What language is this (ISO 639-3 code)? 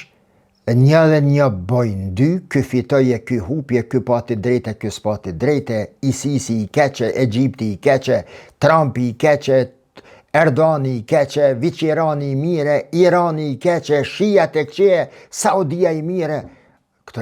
sqi